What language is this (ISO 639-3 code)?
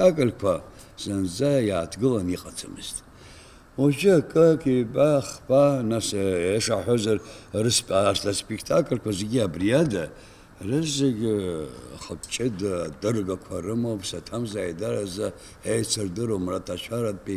abk